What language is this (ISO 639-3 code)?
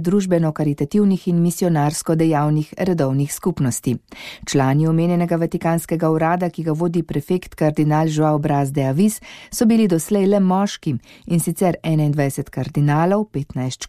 slv